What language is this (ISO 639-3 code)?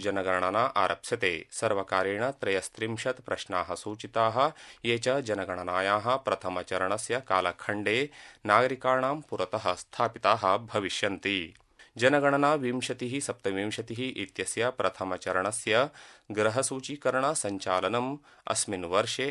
san